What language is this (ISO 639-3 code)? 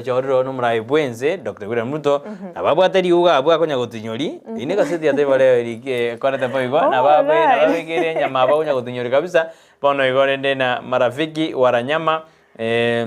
guz